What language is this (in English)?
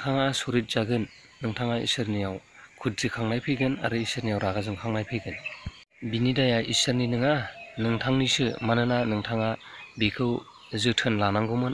Bodo